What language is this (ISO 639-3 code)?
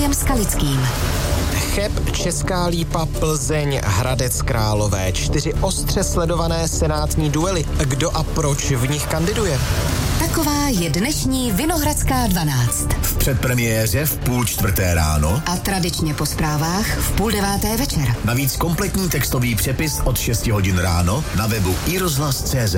ces